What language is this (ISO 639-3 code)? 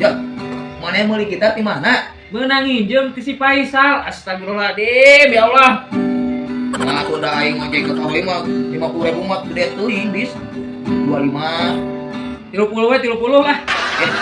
sun